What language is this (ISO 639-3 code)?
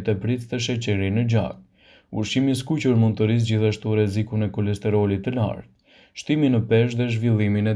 sqi